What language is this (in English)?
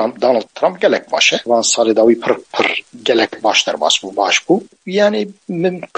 Kurdish